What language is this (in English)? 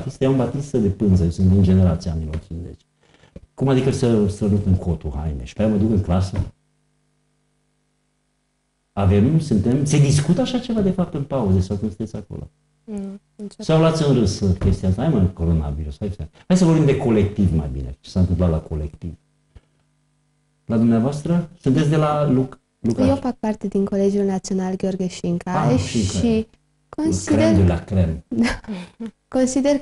Romanian